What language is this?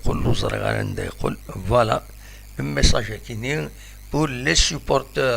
Kabyle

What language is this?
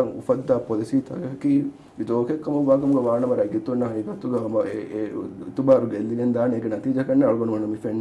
Divehi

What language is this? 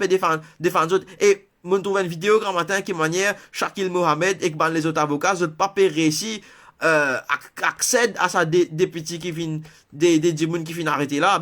Morisyen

